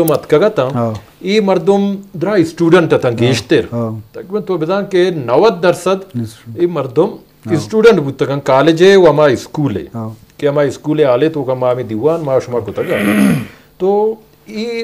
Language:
Eastern Balochi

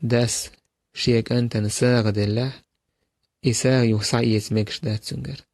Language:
Chechen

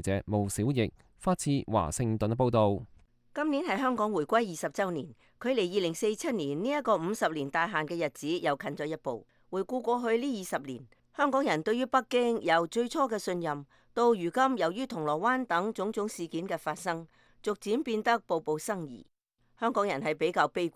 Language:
Cantonese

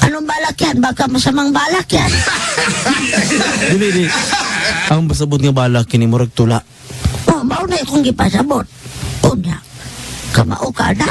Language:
Cebuano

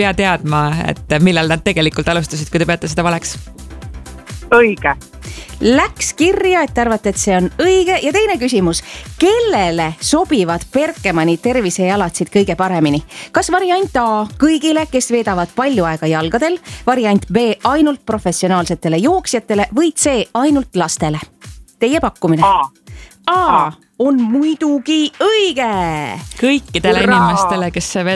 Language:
Estonian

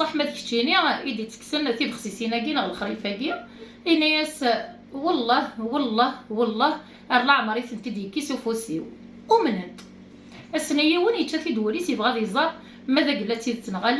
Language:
Kabyle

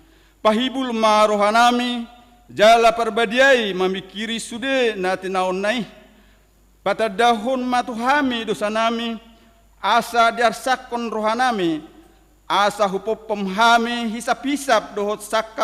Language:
Batak Toba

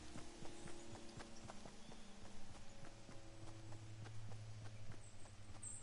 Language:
Icelandic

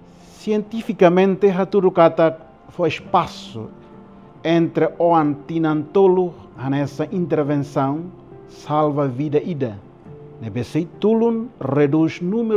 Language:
Tetum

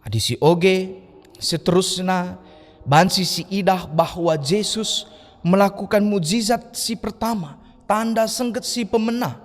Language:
Batak Karo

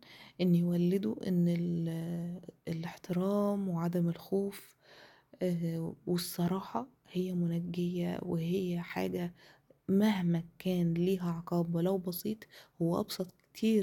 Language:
Egyptian Arabic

